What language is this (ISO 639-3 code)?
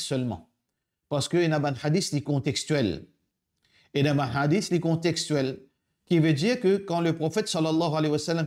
mfe